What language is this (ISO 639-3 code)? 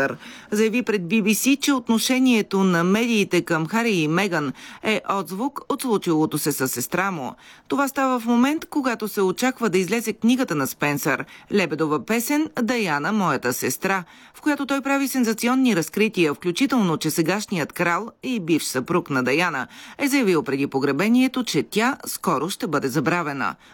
bul